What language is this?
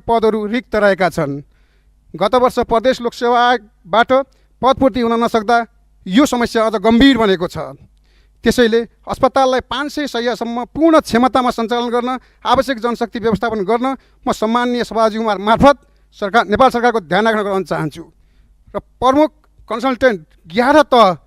Nepali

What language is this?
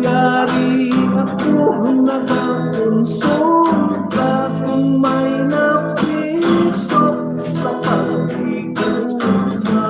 Hiligaynon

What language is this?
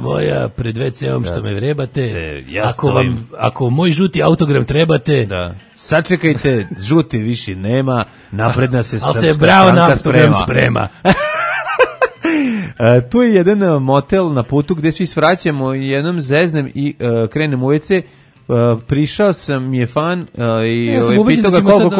Serbian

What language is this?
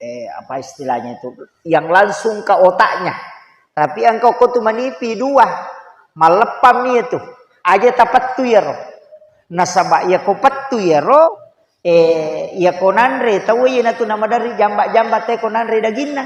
Buginese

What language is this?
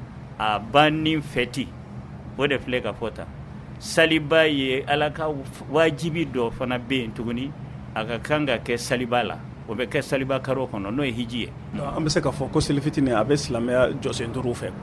Bambara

